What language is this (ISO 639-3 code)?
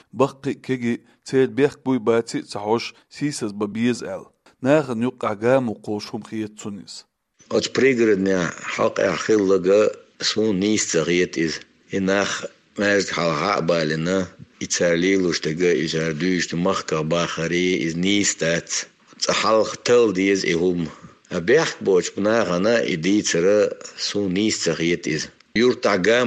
che